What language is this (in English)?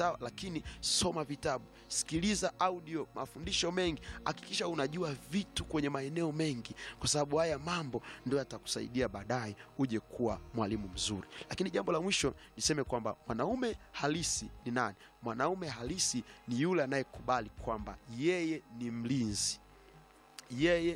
Swahili